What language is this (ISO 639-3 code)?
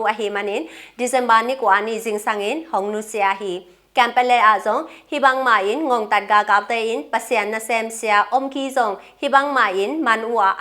ctd